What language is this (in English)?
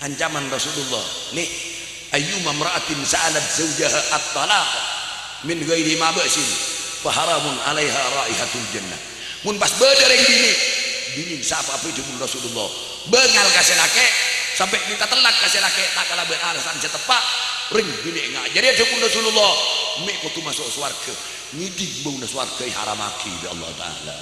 Madurese